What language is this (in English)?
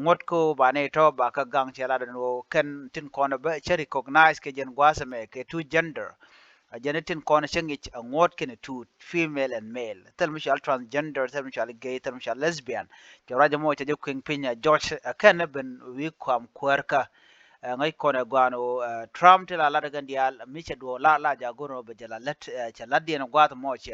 Nuer